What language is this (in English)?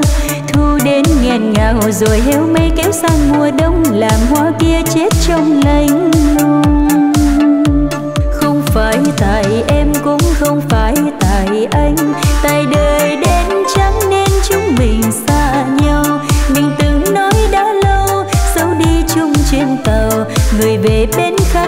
Vietnamese